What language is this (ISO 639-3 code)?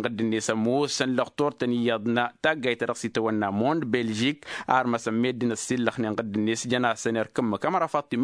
taq